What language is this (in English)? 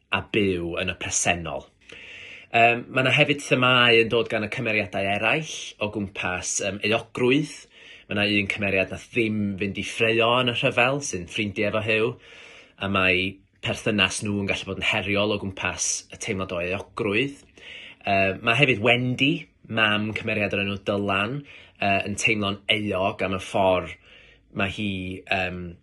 Welsh